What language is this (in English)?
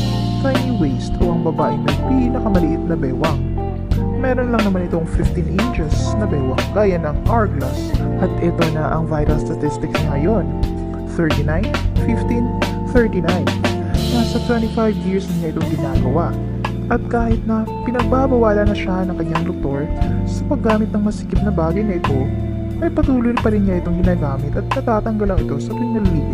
Filipino